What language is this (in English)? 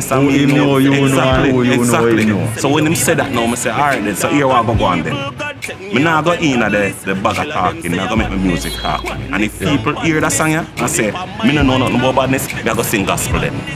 Jamaican Creole English